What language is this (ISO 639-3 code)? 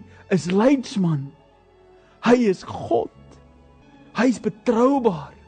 afr